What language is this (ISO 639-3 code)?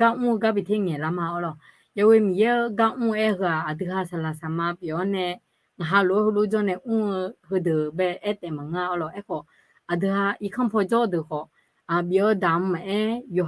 ahk